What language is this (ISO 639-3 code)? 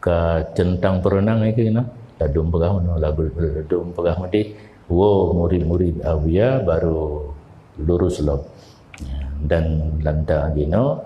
ace